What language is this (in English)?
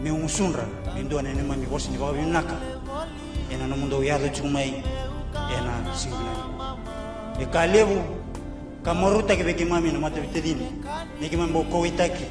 Fijian